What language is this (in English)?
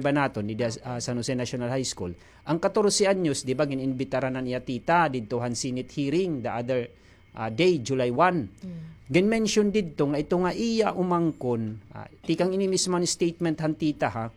Waray